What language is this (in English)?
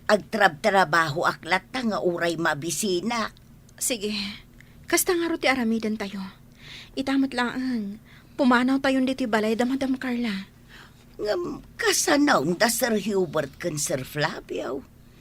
Iloko